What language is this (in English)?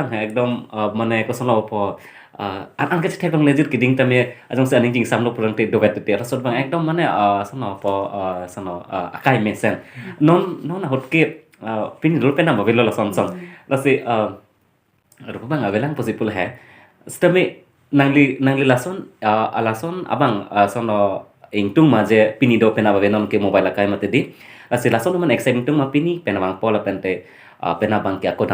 Karbi